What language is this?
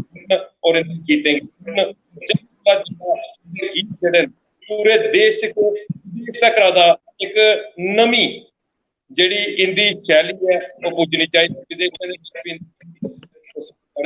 Dogri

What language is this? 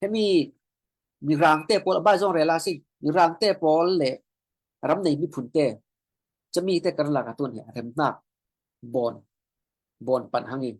Falam Chin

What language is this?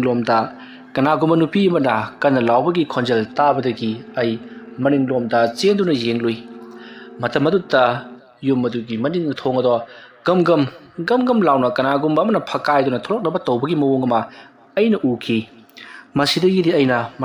Manipuri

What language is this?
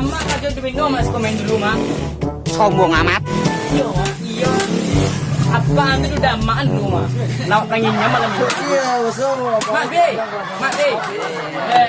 Minangkabau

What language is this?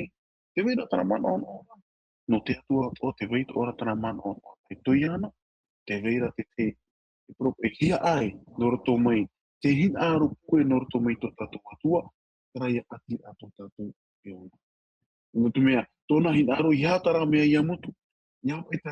Tahitian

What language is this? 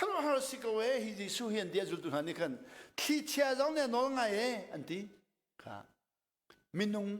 Hakha Chin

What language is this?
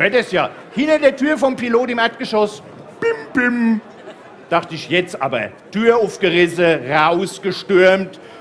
German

